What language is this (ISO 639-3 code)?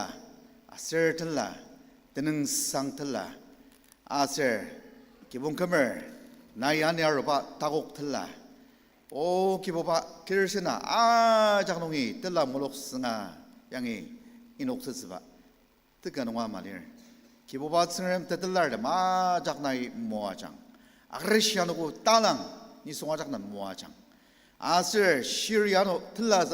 njo